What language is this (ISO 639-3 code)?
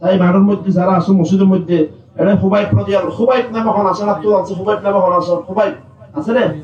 rhg